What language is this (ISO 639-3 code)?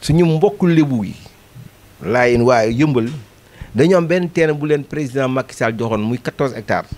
wol